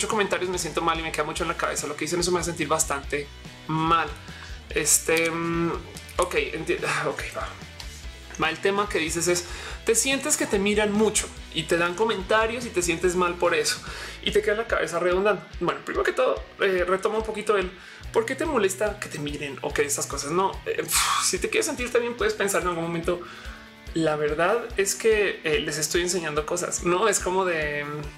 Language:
Spanish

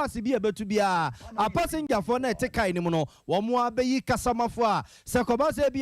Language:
Akan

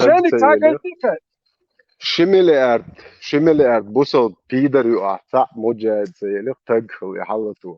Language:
Chechen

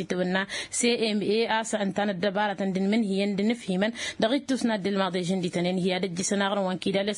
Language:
Tamasheq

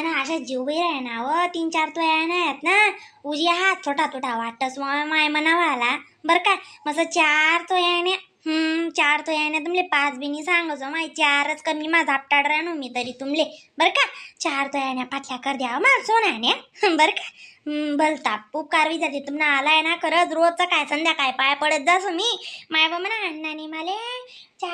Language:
Khandesi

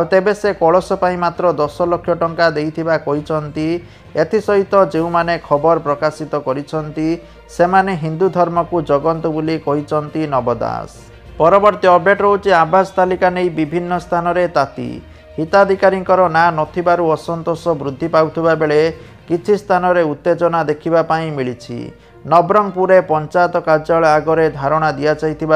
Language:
Odia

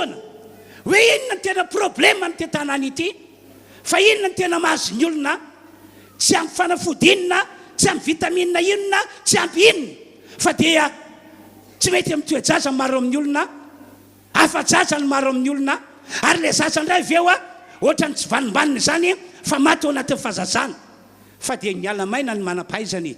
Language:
Malagasy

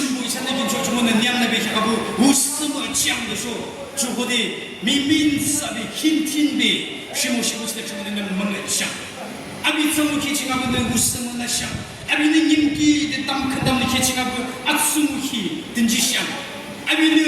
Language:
Yimchungru Naga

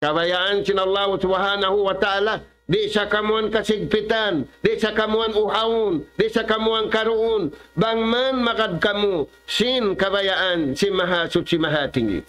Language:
Tausug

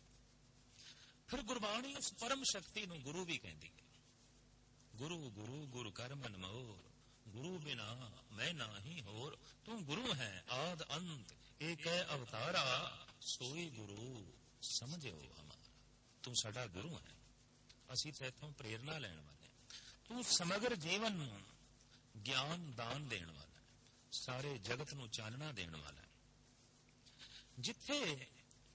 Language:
Punjabi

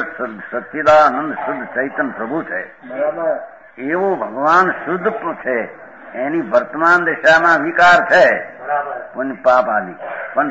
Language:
Gujarati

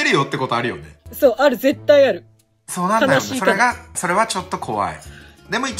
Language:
Japanese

